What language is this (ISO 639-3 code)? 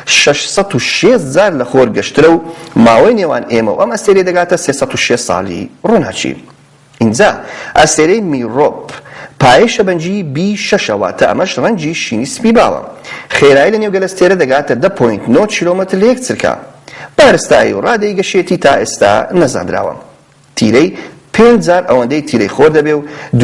ckb